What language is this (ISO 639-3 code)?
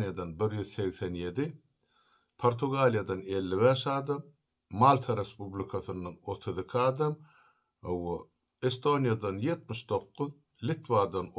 tuk